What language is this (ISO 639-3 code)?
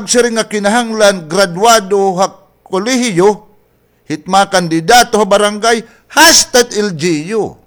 war